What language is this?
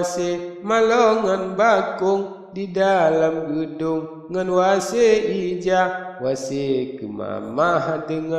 Achinese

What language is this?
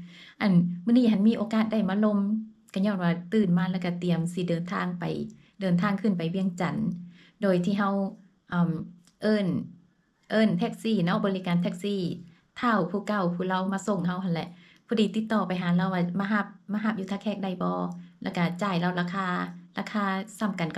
Lao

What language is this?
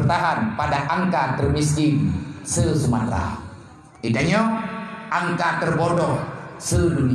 Achinese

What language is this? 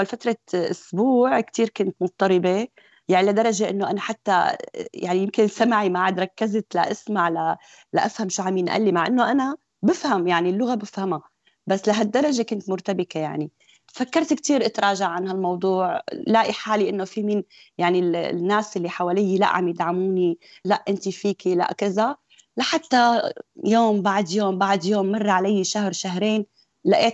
North Levantine Arabic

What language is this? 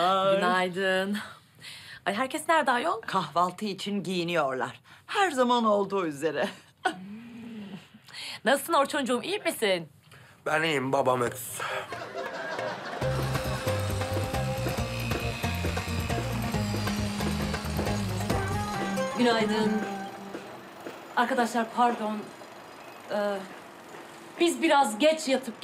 Turkish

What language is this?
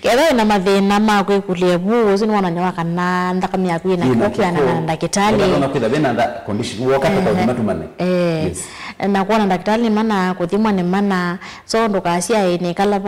Kamba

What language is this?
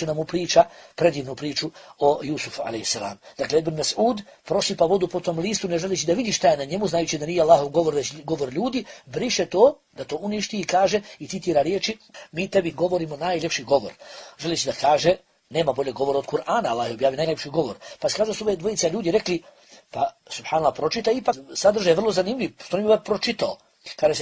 Bosnian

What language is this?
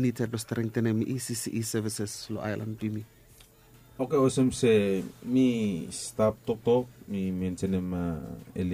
Bislama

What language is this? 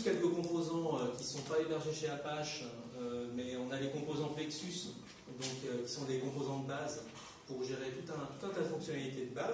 French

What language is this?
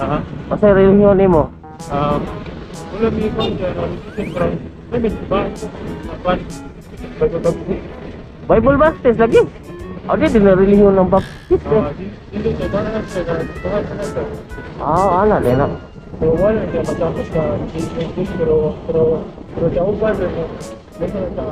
Cebuano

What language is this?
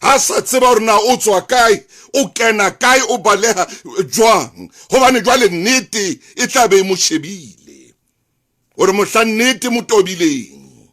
Southern Sotho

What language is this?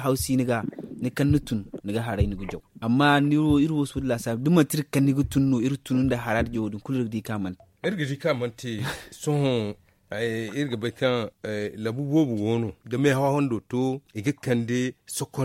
Zarma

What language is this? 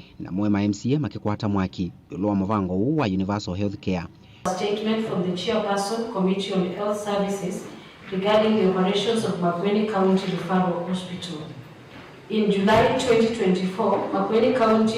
Kamba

